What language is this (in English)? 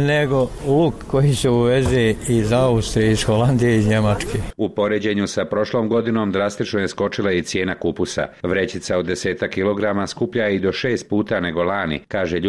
Bosnian